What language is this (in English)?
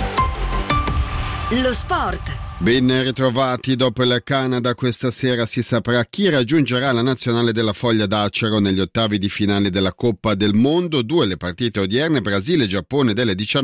Italian